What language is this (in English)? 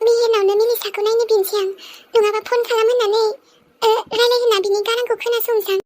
Bodo